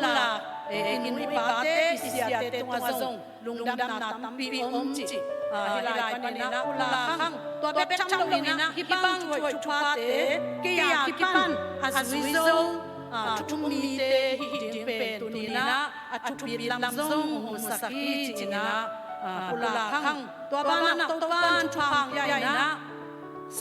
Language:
Tedim Chin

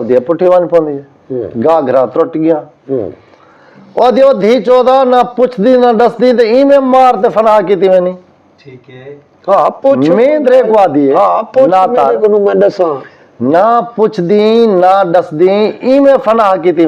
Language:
Saraiki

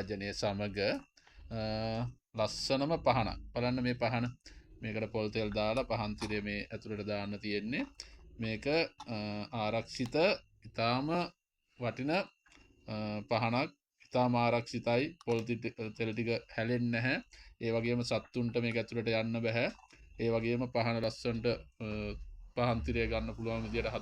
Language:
Sinhala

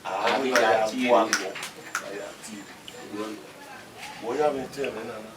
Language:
Bini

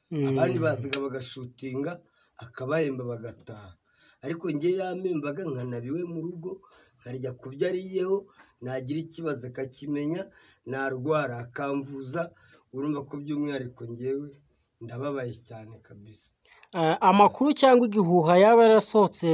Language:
Kinyarwanda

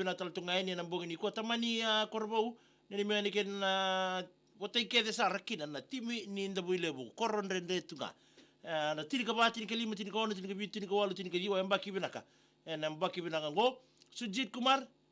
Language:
Fijian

